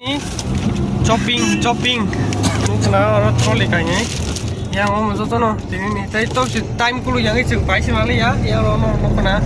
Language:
Kok Borok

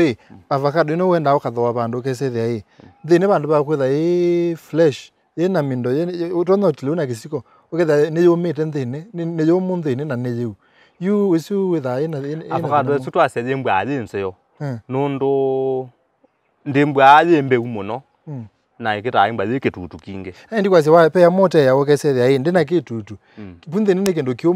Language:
Kamba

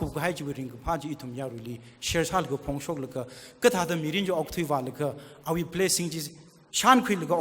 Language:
Tangkhul Naga (India)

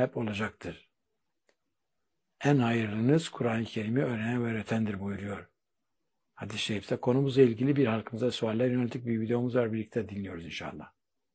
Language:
Turkish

